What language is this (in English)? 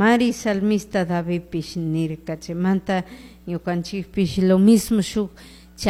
Chimborazo Highland Quichua